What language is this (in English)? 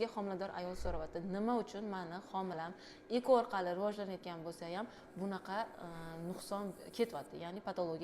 Uzbek